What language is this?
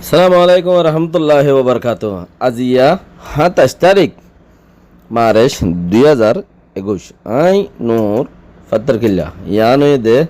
Rohingya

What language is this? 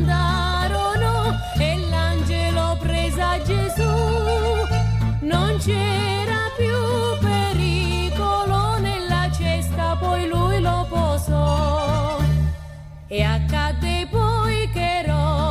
Italian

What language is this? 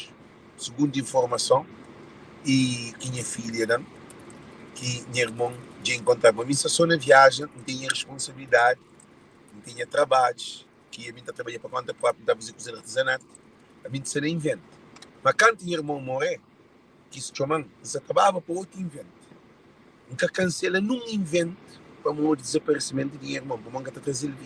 Kabuverdianu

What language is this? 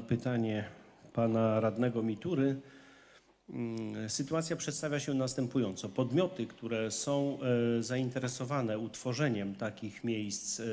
Polish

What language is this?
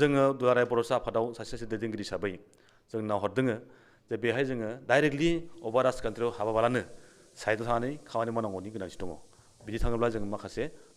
Bodo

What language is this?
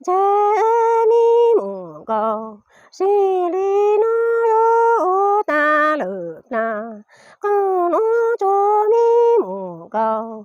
Hmong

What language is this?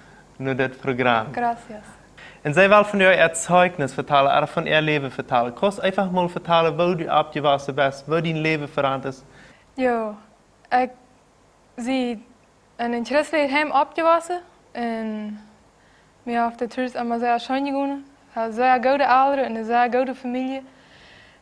Plautdietsch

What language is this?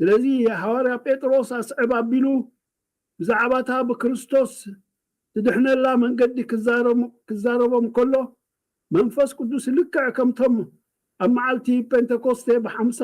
Tigrinya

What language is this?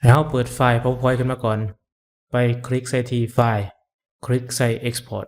Lao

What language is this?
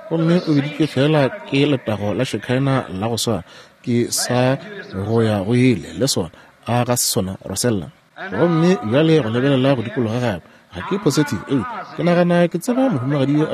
Northern Sotho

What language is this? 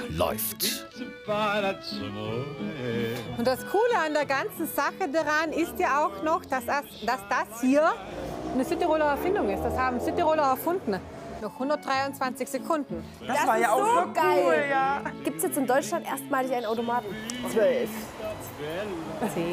German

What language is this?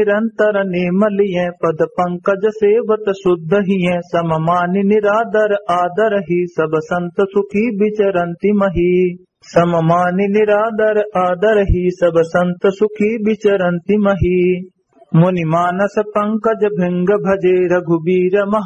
Awadhi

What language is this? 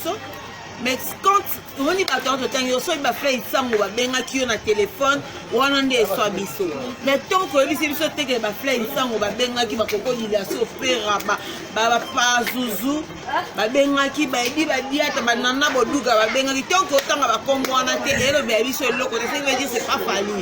Lingala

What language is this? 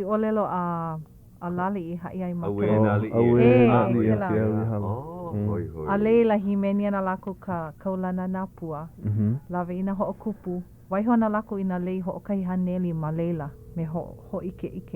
Hawaiian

